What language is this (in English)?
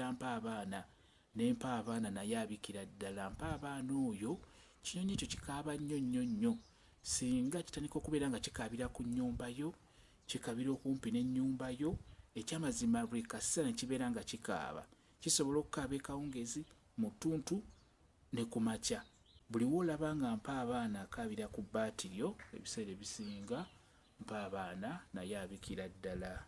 Ganda